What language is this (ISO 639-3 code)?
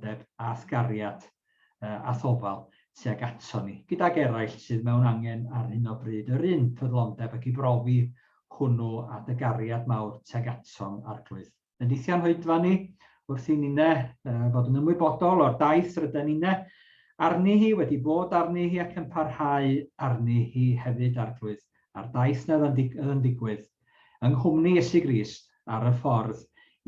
cym